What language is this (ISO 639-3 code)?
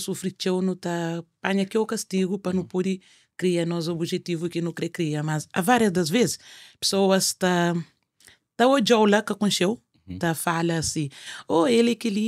kea